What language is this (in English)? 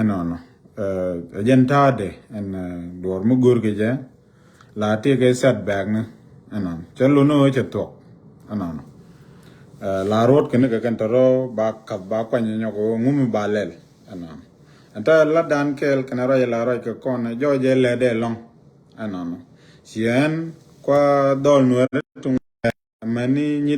Nuer